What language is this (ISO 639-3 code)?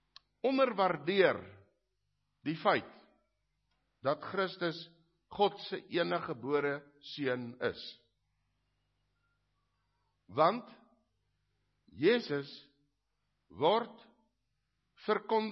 afr